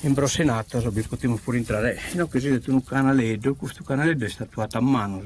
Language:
Sardinian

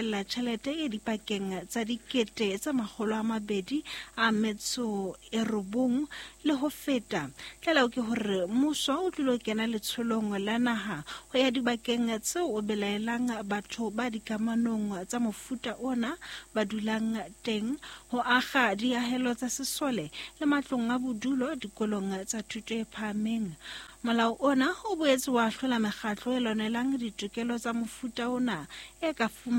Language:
Southern Sotho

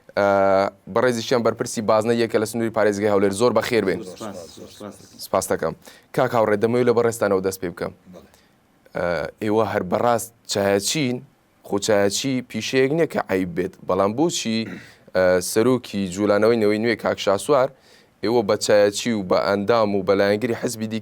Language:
Central Kurdish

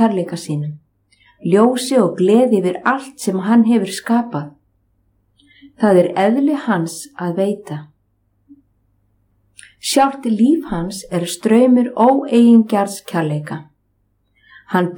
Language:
Icelandic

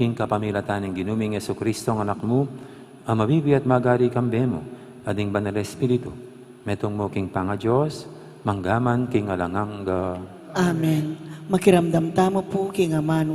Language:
Pampanga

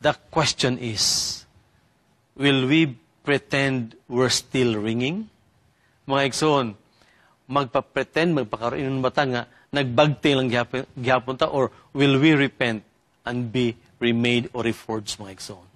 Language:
Cebuano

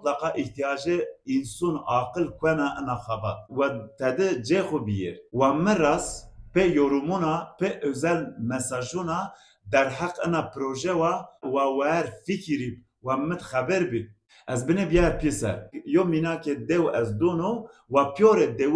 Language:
Zaza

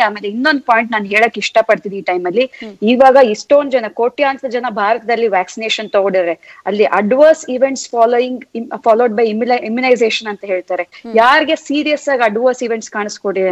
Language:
Kannada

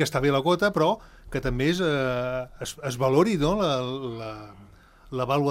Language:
Catalan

